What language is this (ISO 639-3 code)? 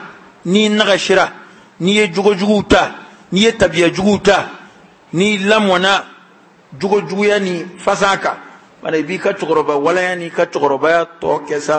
bam